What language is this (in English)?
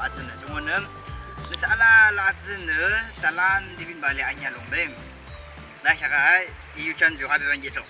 Yimchungru Naga